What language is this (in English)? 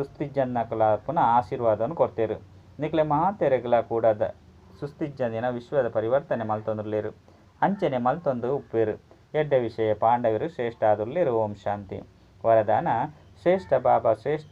Tulu